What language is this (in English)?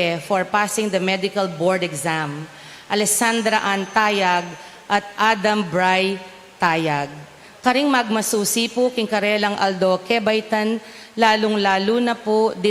Pampanga